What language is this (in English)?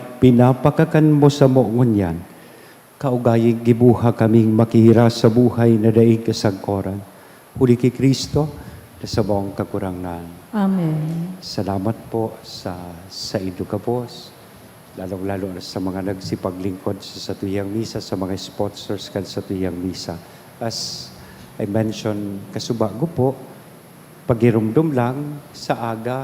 Bikol